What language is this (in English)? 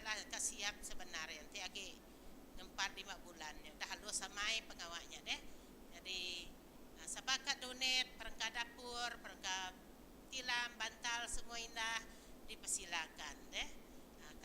Iban